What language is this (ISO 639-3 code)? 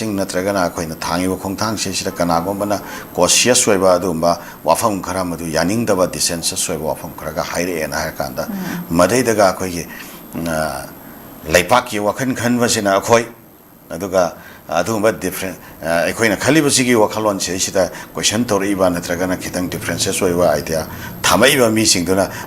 mni